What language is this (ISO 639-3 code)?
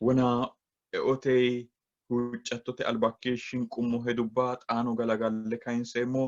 sid